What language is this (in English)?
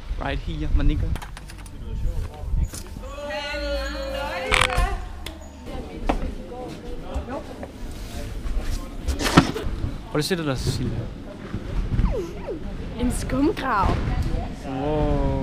Danish